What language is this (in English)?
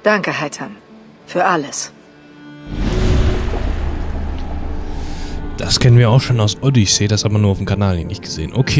German